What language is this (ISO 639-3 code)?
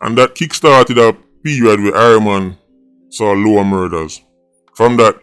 jam